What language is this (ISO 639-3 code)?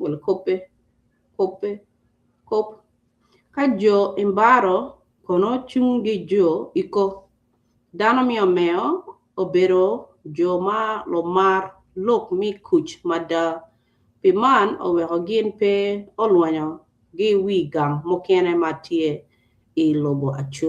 ach